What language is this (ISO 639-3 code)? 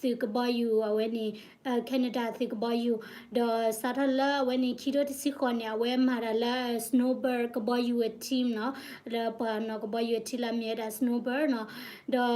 ksw